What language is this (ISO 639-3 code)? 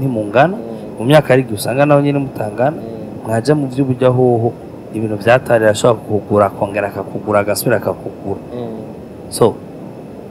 run